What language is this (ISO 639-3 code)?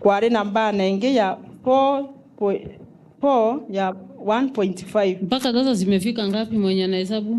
mer